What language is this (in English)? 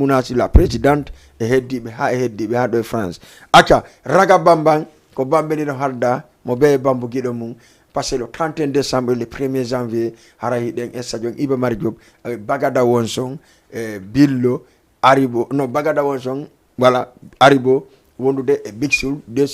Fula